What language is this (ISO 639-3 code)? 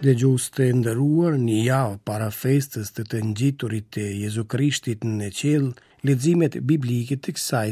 sqi